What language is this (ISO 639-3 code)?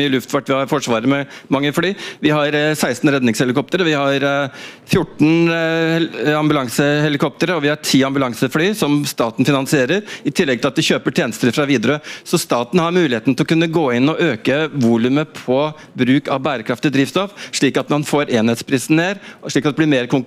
nor